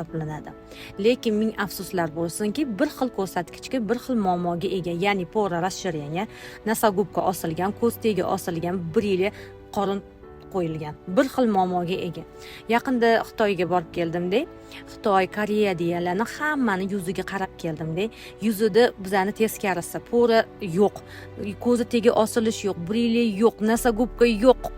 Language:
Uzbek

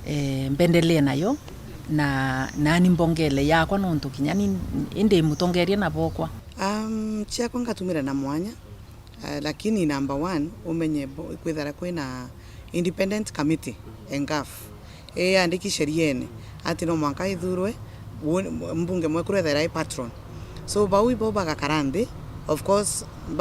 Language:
Meru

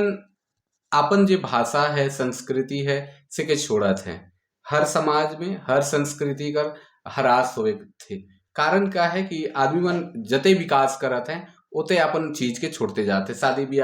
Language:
Sadri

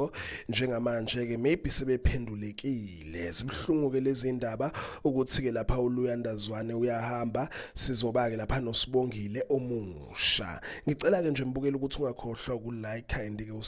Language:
Zulu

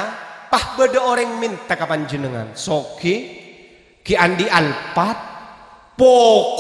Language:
Madurese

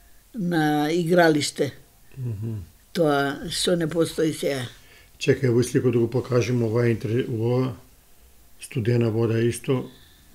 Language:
Macedonian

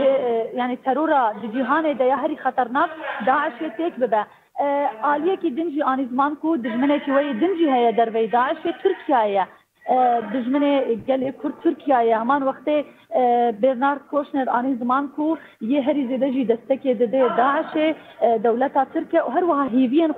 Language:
Kurdish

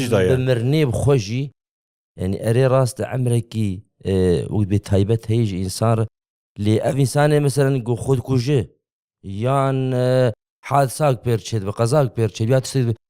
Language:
Kurdish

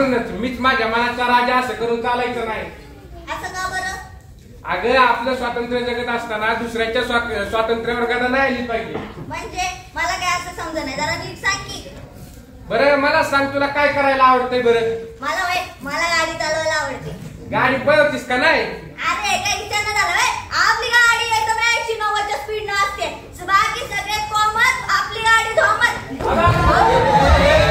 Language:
Marathi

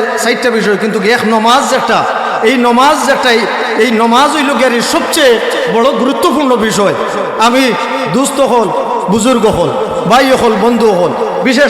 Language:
Sylheti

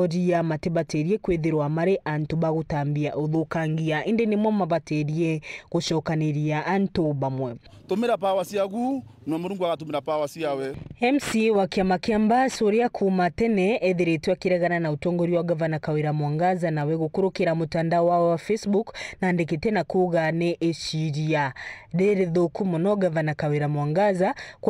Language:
Meru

